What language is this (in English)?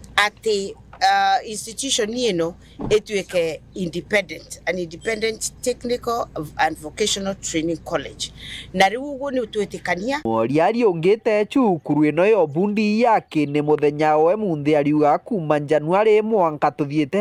Meru